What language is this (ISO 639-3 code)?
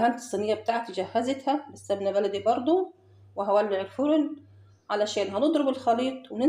arz